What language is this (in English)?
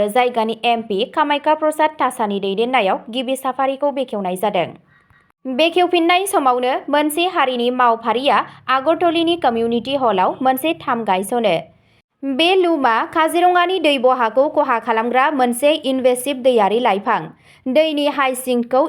Bodo